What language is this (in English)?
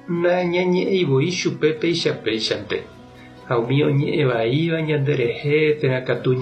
Guarani